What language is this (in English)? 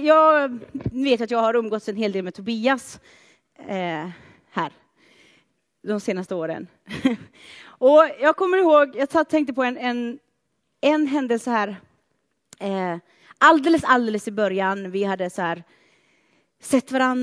Swedish